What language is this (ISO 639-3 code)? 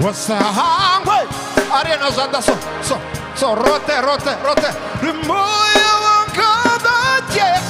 ven